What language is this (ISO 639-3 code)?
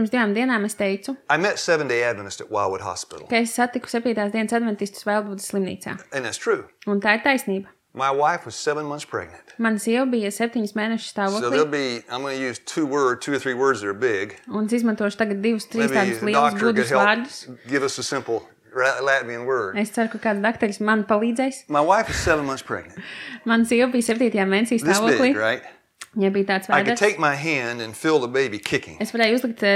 lav